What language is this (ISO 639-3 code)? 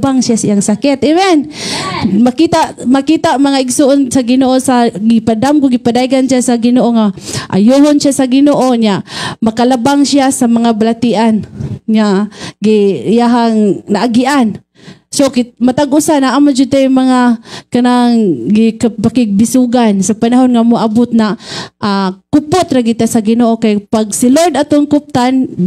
ceb